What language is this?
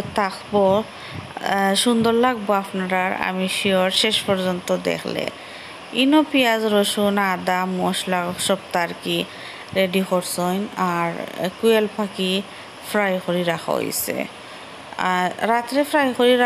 Sylheti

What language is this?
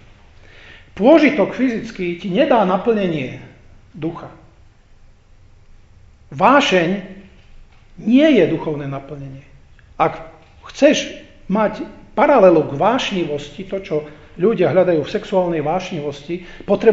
Slovak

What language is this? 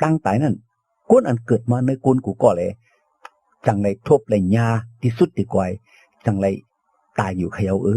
Shan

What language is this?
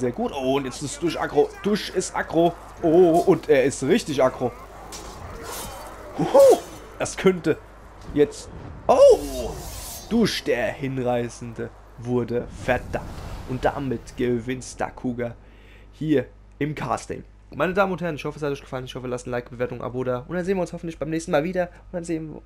German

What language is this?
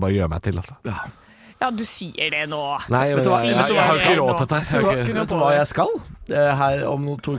Norwegian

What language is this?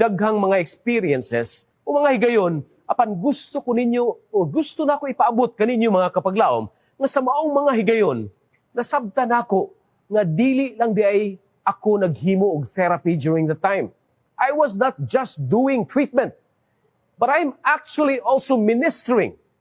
Cebuano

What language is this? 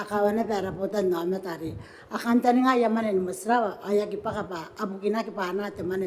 Gilbertese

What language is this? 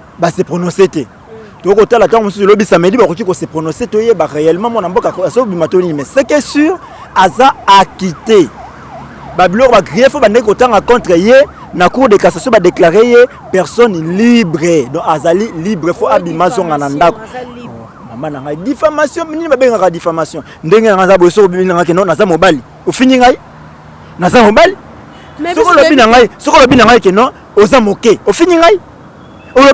Lingala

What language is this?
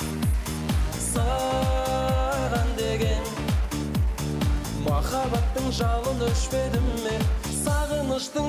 Kazakh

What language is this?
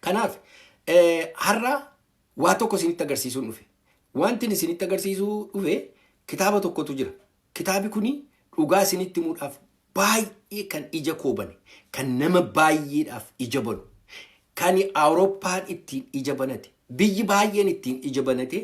Oromo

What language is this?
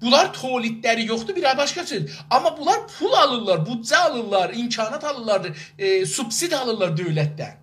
South Azerbaijani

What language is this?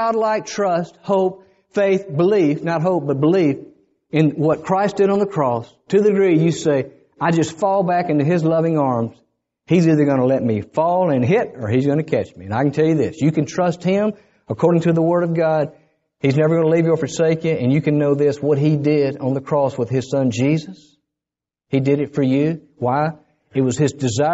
English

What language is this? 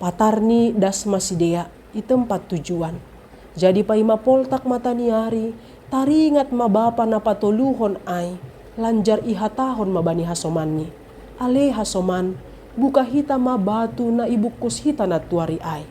Batak Simalungun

